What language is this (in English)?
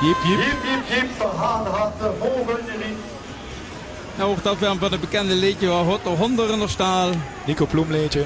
Limburgish